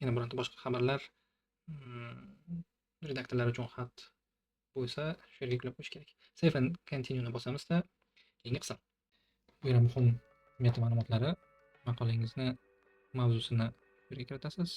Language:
Uzbek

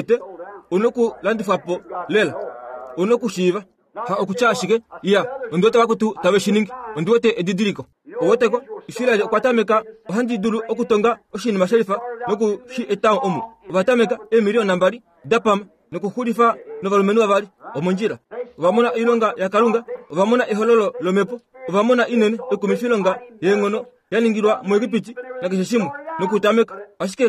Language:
Kuanyama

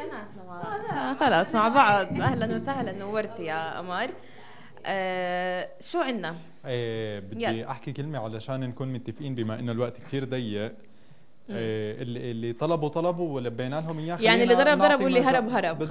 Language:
North Levantine Arabic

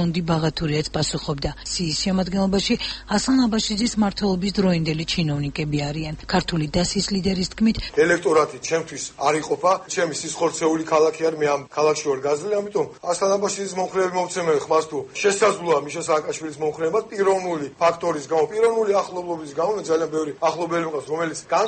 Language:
Georgian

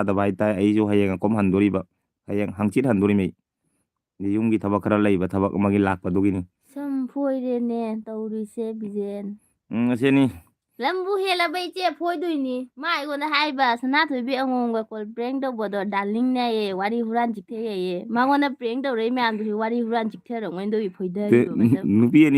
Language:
Manipuri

